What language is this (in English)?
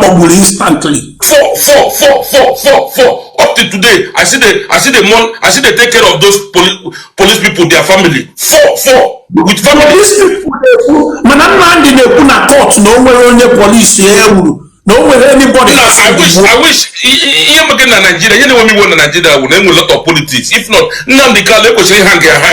Igbo